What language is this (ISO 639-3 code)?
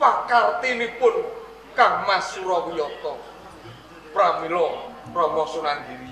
jav